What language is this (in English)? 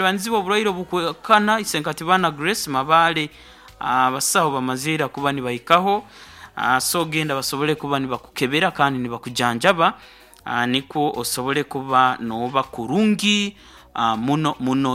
Nyoro